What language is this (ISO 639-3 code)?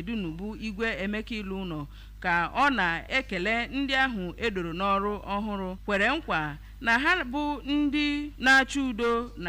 ibo